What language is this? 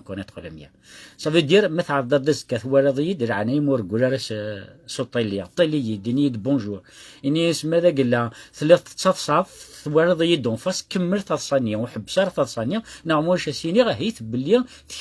Kabyle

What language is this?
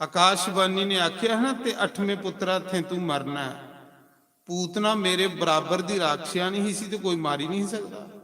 Dogri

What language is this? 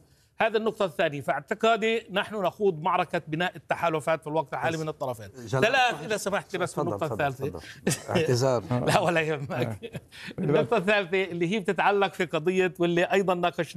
Arabic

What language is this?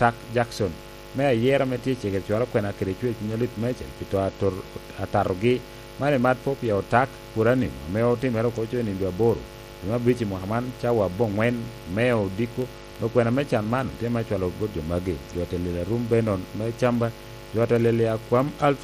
Lango (Uganda)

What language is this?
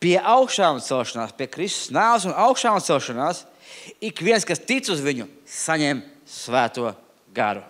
Latvian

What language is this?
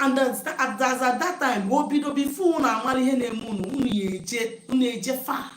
Igbo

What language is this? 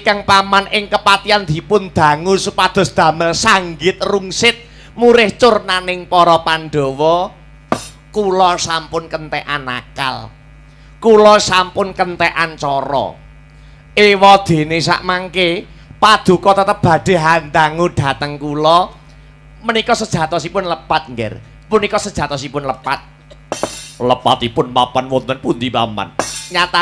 Javanese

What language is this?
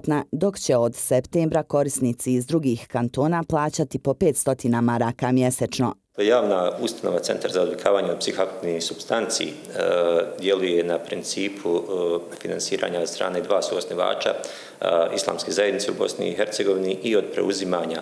Bosnian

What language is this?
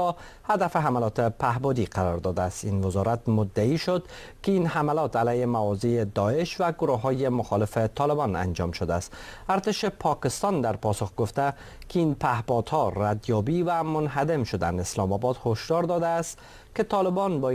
Persian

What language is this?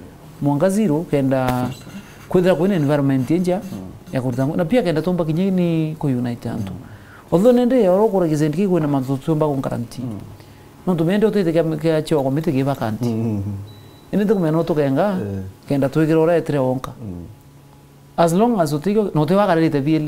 Meru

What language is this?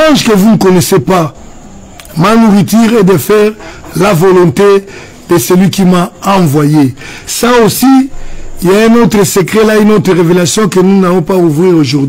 French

